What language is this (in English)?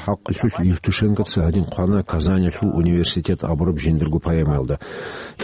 Avaric